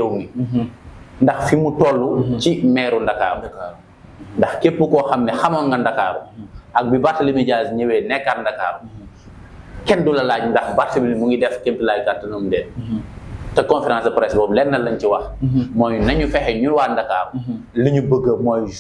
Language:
Wolof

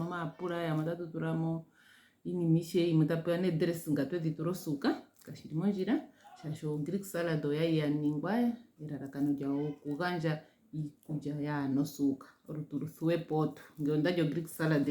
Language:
Ndonga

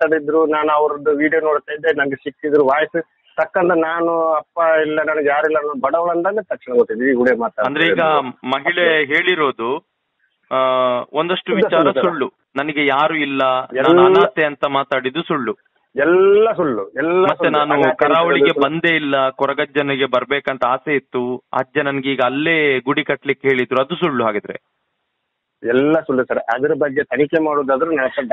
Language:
Kannada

